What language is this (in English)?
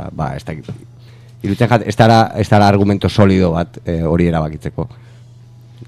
Basque